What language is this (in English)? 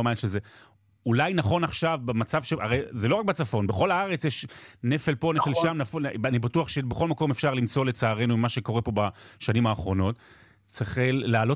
Hebrew